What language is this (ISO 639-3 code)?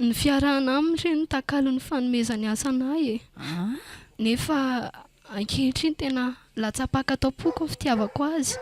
mlg